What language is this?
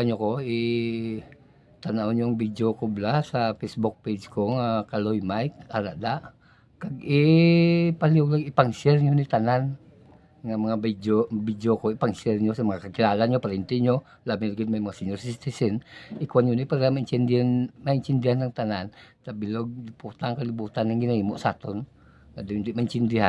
Hiligaynon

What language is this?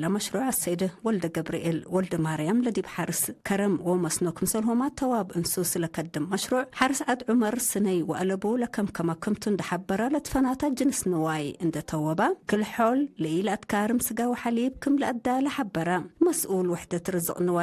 Tigre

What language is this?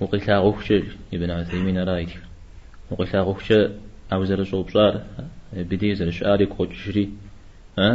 Kabardian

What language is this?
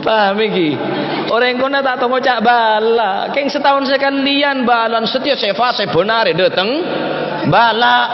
Madurese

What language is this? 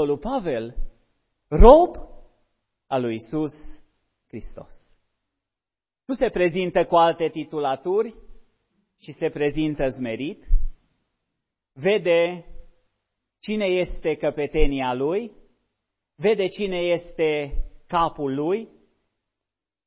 Romanian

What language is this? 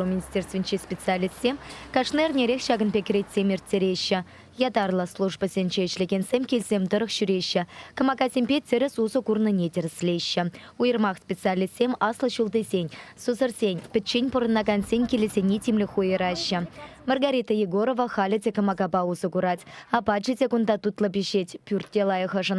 Chuvash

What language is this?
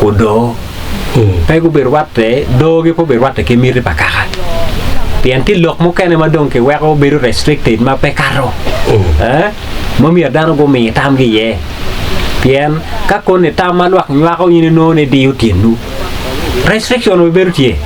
Acoli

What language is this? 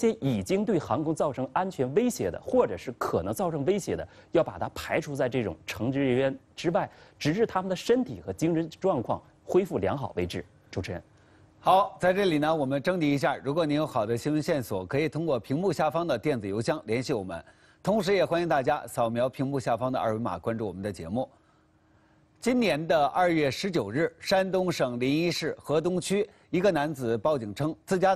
Chinese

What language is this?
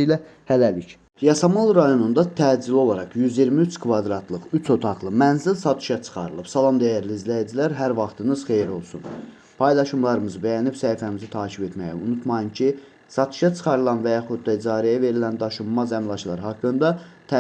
Azerbaijani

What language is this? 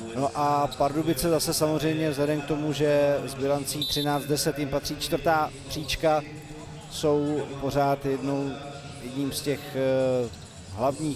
Czech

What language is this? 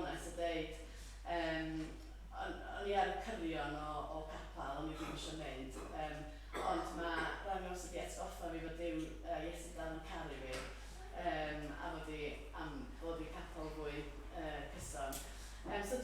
Welsh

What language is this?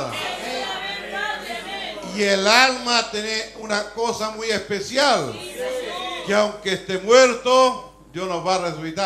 Spanish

